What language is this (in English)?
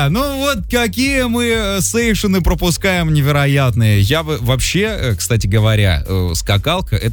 Russian